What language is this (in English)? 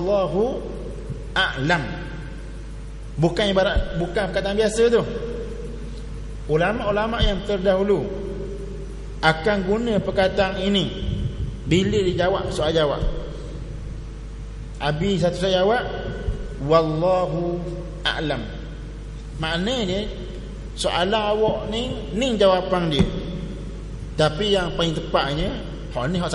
Malay